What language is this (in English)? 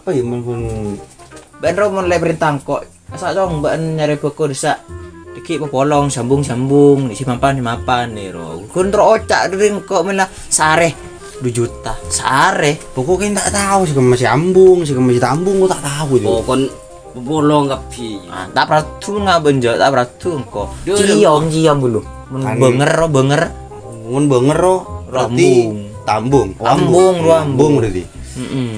Madurese